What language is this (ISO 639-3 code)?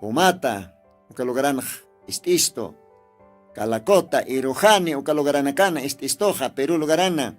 aym